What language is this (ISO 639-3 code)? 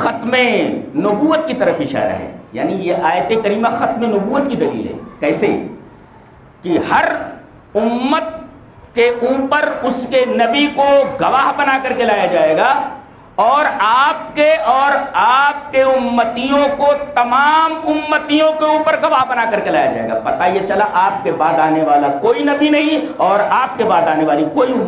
urd